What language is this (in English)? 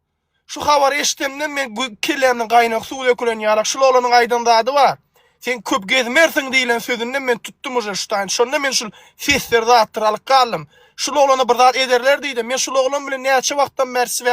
Turkmen